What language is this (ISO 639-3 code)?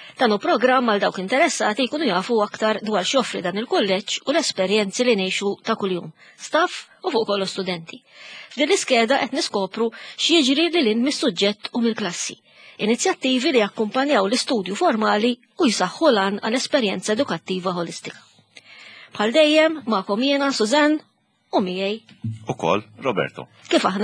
mlt